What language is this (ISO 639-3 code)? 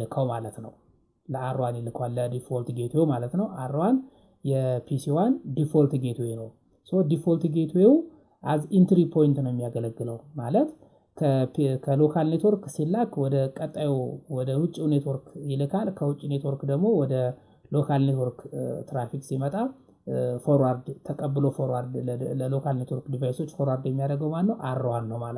amh